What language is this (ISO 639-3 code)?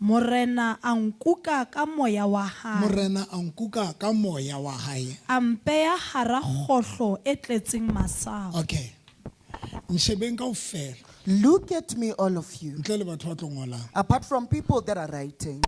sot